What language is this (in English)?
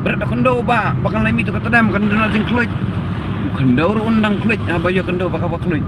Khasi